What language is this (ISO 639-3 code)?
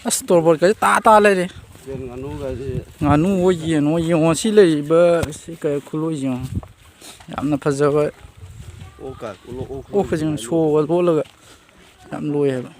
mni